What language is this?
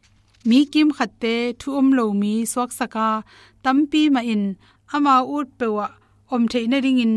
Tedim Chin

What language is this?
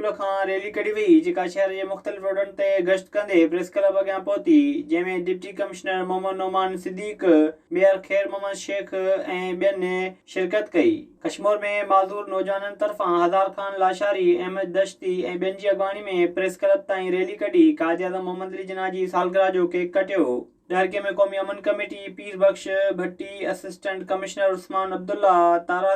Sindhi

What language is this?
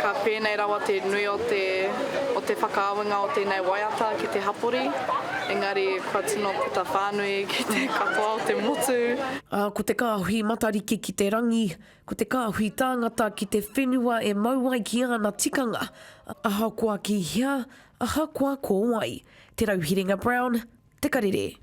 Māori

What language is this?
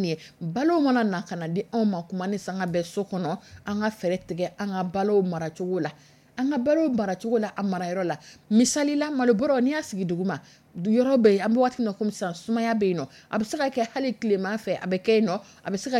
Dyula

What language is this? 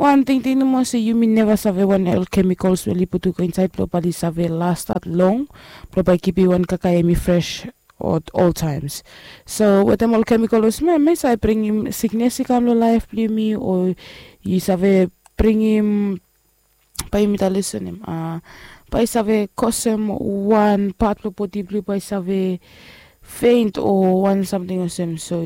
Bislama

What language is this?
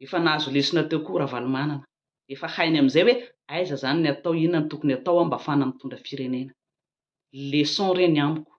Malagasy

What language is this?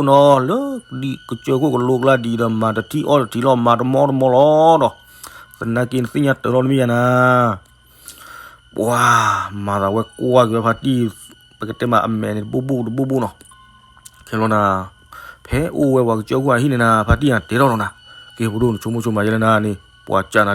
S'gaw Karen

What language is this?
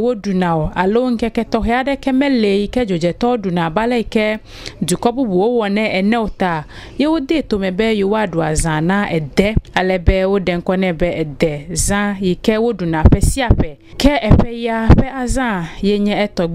Ewe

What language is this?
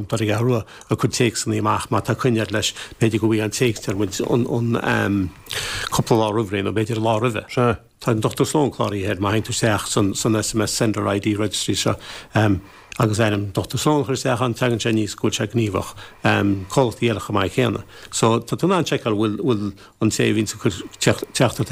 Irish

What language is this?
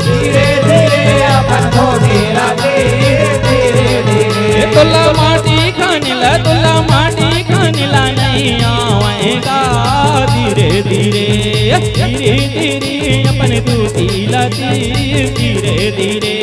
Chhattisgarhi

